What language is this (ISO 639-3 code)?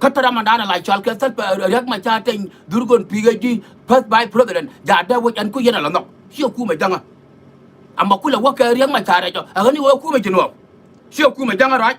nus